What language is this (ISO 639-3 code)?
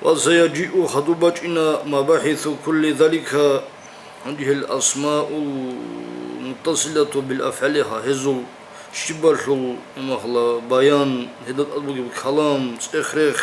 ava